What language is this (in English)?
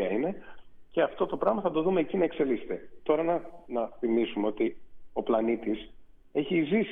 Greek